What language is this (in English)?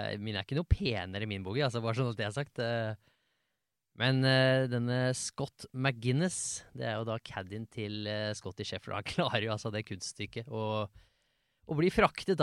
Norwegian